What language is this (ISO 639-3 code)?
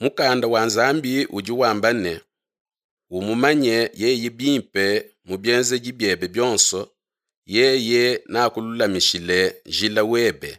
lua